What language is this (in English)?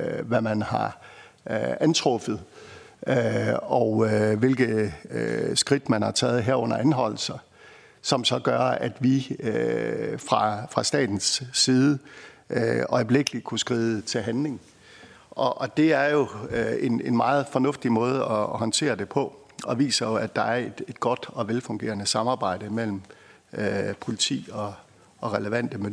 Danish